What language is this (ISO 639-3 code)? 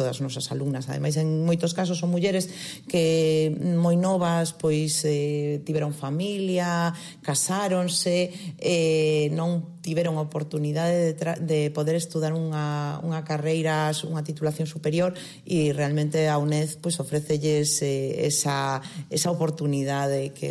glg